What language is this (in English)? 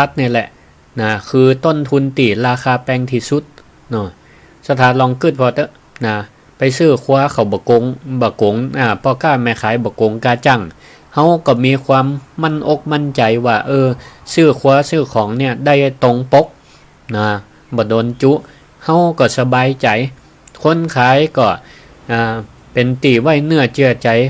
Northern Thai